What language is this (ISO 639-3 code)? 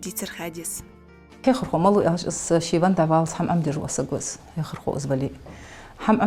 inh